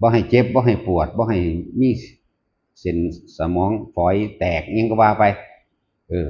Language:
Northeastern Thai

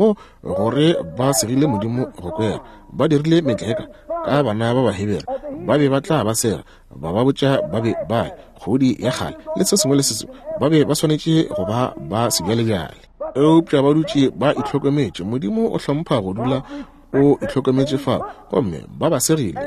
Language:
Northern Sotho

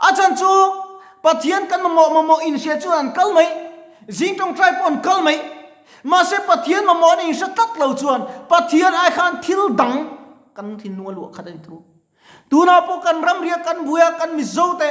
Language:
Mizo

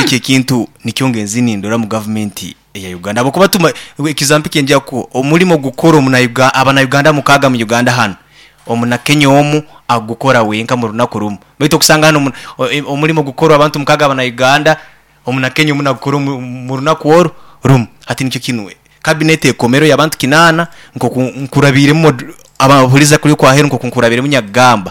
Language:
Nyoro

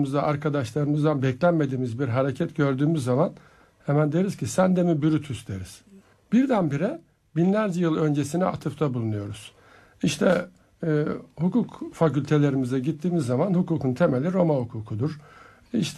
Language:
Turkish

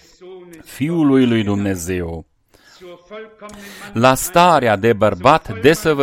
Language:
Romanian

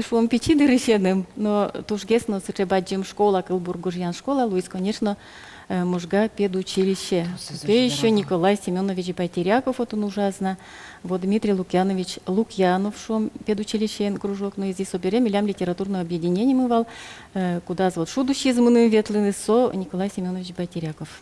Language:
Udmurt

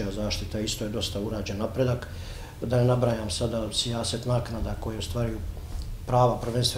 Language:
Bosnian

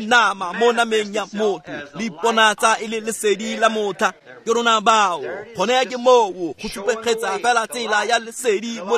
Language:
Tswana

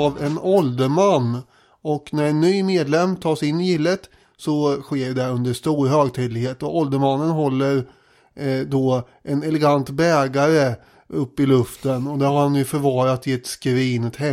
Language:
Swedish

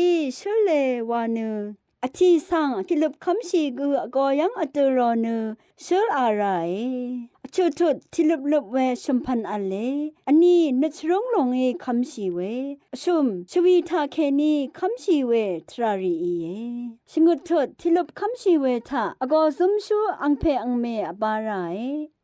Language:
Rawang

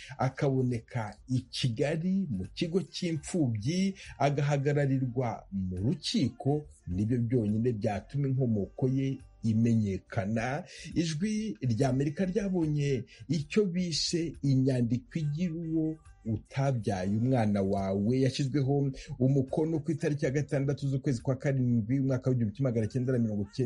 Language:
Kinyarwanda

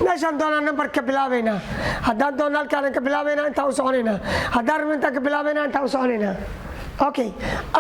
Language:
Somali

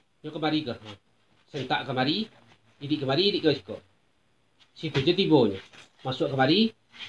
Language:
Minangkabau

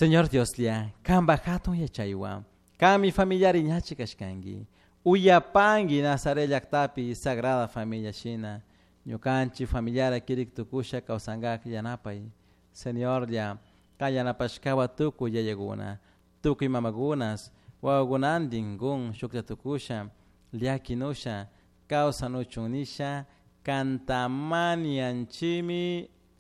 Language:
Chimborazo Highland Quichua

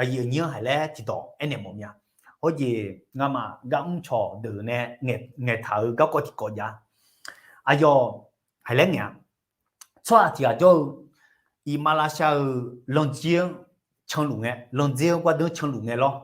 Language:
Akha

